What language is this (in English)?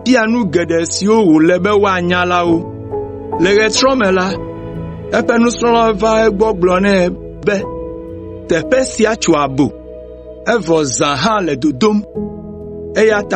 Ewe